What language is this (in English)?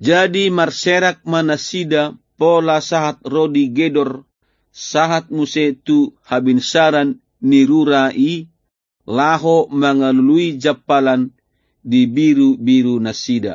Batak Toba